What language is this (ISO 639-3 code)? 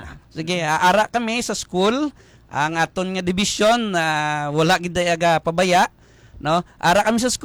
hil